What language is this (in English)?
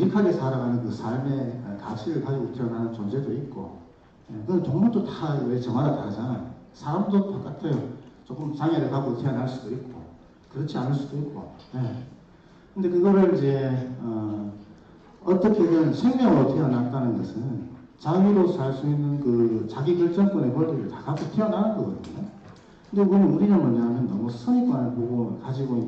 Korean